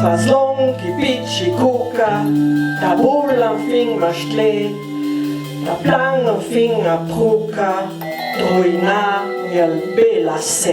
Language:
Ladin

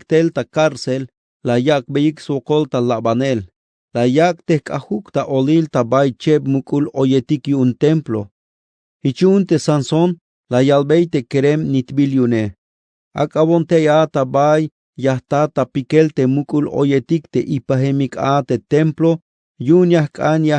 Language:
Tzeltal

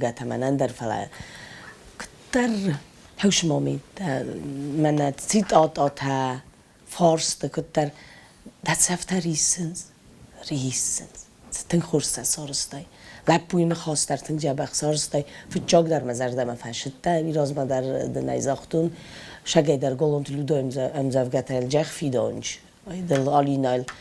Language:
Ossetic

